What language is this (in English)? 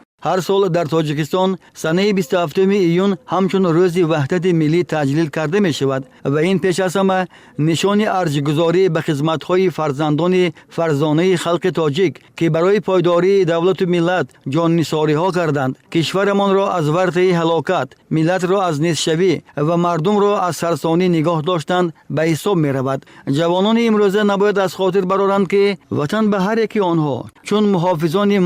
Tajik